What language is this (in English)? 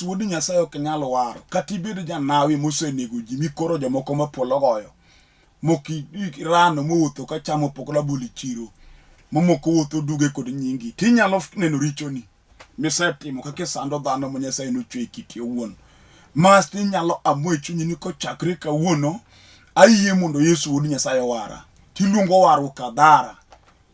Luo (Kenya and Tanzania)